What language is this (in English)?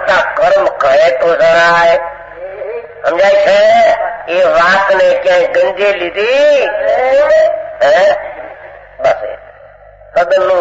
Gujarati